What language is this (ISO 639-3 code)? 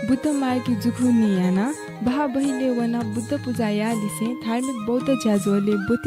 new